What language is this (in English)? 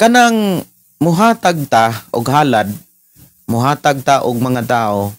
Cebuano